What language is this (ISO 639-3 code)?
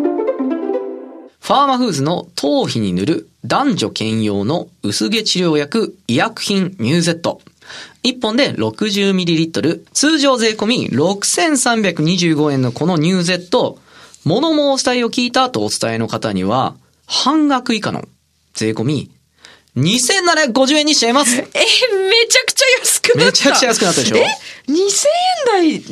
jpn